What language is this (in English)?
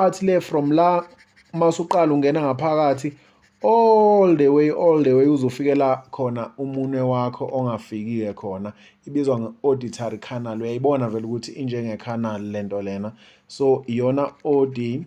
Zulu